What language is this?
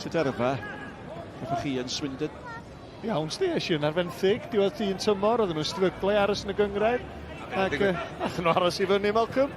Welsh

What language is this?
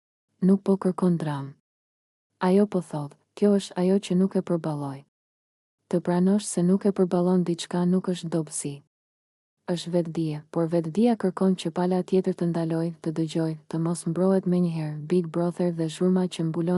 Albanian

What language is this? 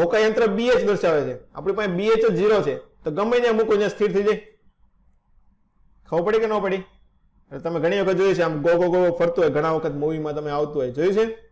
Gujarati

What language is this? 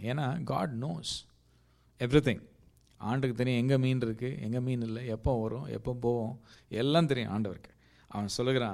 Tamil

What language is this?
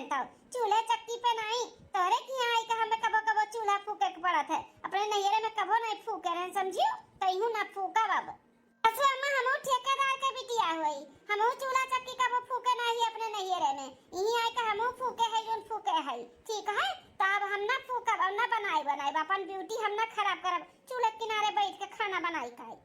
Awadhi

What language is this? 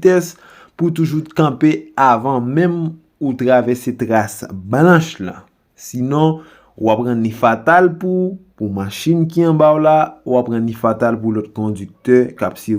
Haitian Creole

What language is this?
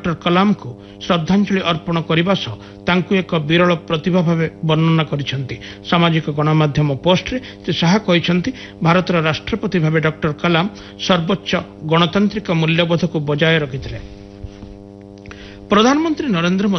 Odia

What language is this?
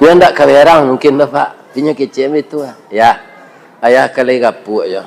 Minangkabau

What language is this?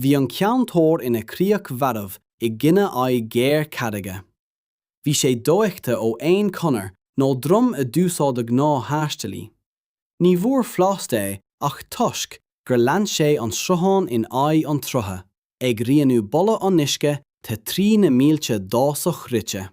Irish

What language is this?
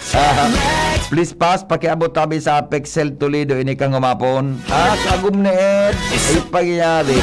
Bikol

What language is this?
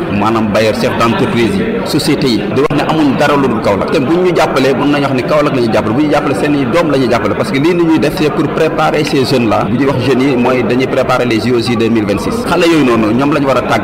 Wolof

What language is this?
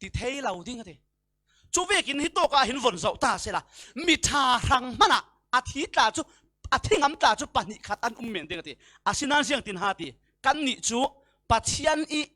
Falam Chin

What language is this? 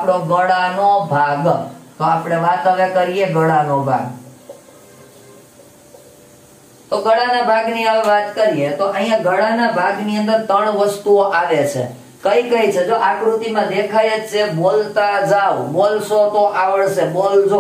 Gujarati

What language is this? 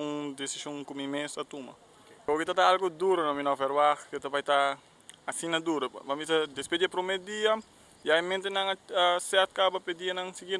Papiamento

